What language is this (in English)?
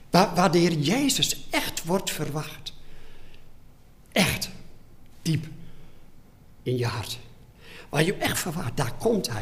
Dutch